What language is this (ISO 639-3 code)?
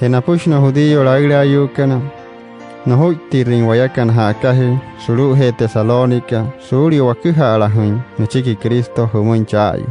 guc